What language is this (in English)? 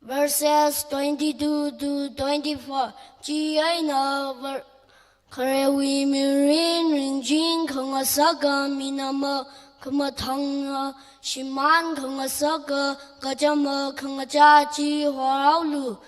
Tangkhul Naga (India)